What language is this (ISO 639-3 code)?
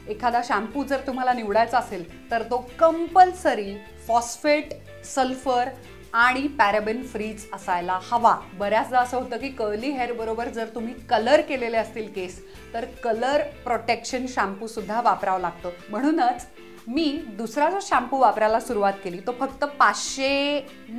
mar